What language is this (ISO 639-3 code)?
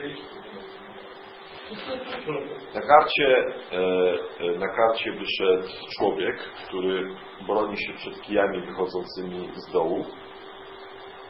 pol